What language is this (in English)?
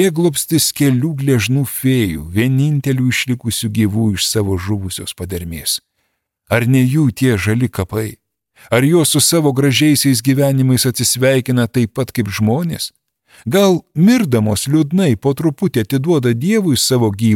Lithuanian